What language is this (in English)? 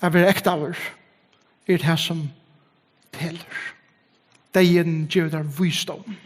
Faroese